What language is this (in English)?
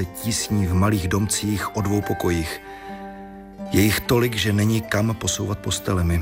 Czech